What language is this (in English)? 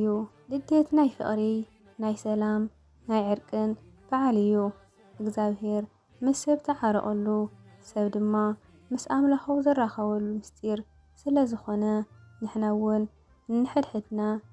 Tigrinya